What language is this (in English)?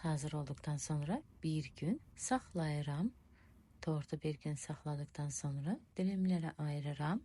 Azerbaijani